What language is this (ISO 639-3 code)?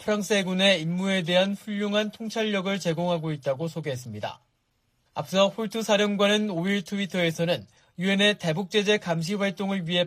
kor